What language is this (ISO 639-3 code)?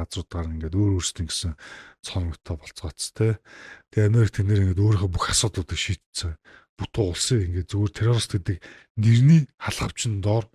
mon